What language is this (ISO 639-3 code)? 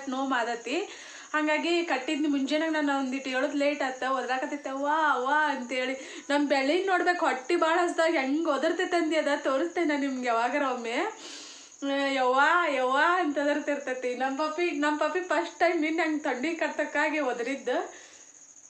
kan